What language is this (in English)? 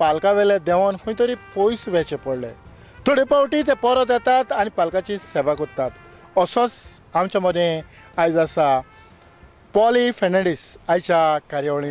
Konkani